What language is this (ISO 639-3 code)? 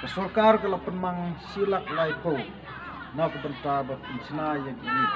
kha